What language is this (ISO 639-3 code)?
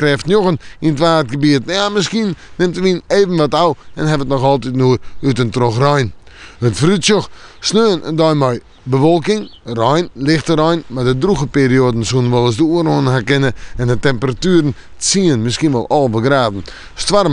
fry